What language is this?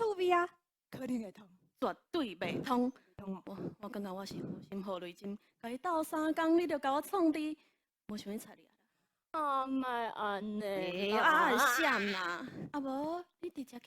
Min Nan Chinese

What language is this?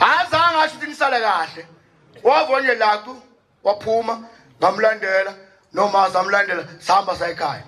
Zulu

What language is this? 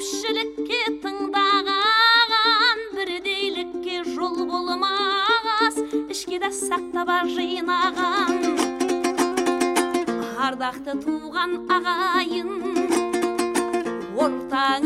Kazakh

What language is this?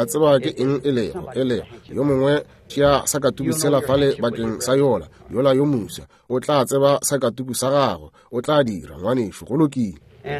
Northern Sotho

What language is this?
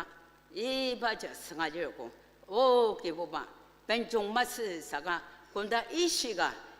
Ao Naga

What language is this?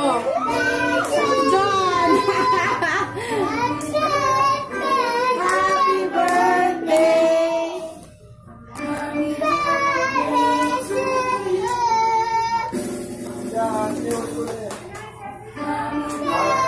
Filipino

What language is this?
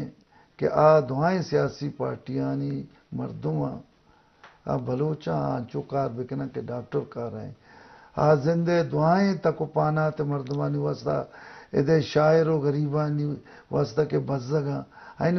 Eastern Balochi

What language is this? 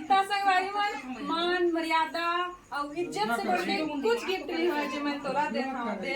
Chhattisgarhi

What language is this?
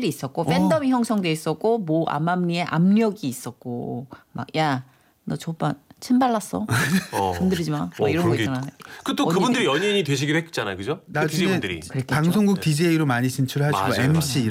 Korean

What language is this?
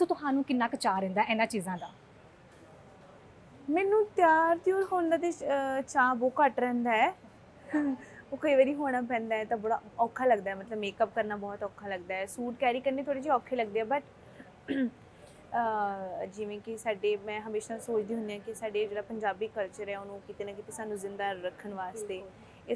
Punjabi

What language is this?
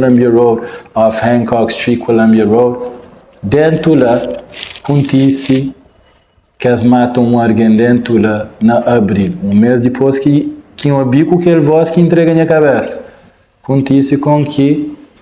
Kabuverdianu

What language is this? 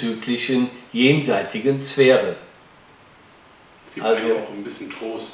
German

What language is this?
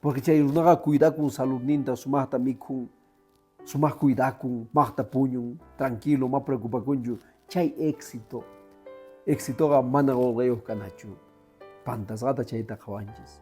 Quechua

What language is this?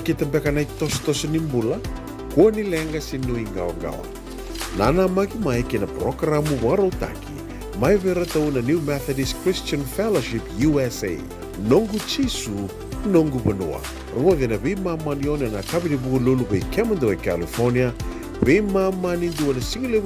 Fijian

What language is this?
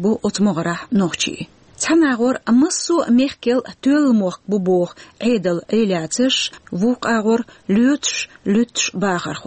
Chechen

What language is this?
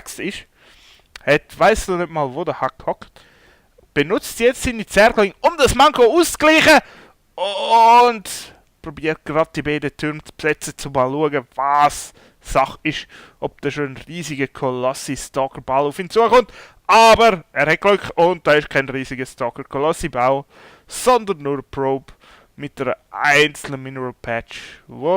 Swiss German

